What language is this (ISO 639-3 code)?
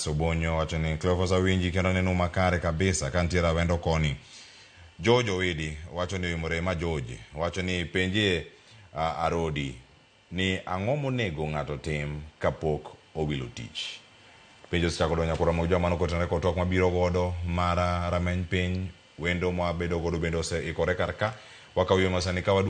luo